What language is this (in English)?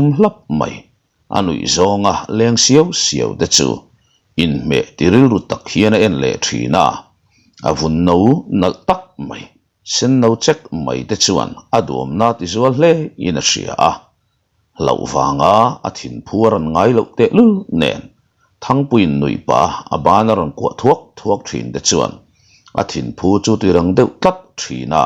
Mizo